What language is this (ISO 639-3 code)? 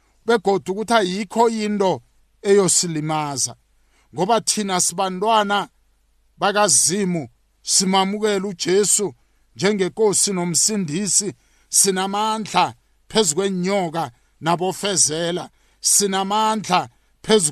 nbl